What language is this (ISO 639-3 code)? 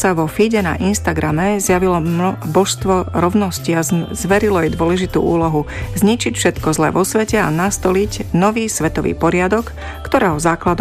slk